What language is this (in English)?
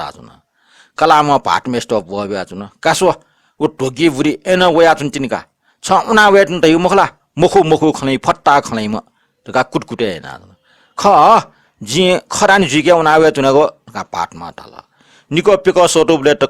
Newari